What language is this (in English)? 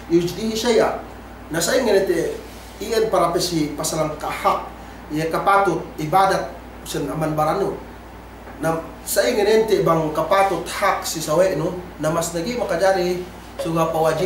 Yakan